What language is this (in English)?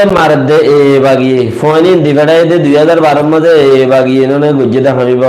Rohingya